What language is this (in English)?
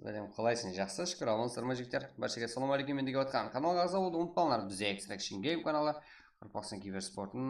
Kara-Kalpak